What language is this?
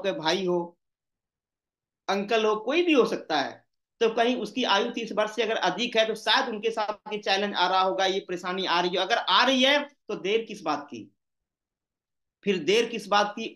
Hindi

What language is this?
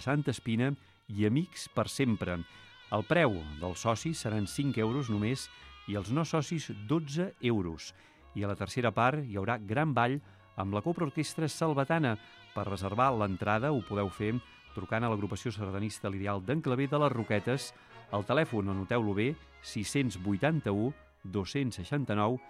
Catalan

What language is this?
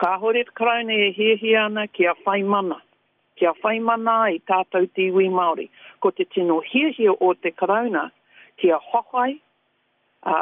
Māori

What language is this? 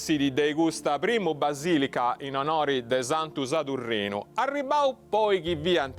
Sardinian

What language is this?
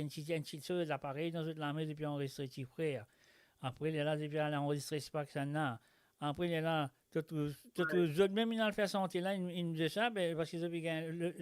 Morisyen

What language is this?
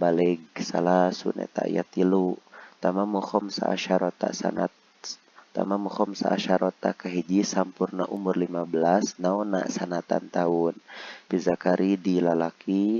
Sundanese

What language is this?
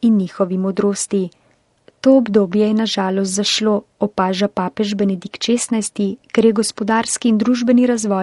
Slovenian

